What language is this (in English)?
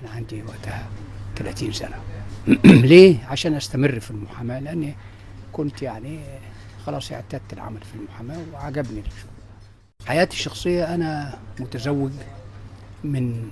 Egyptian Arabic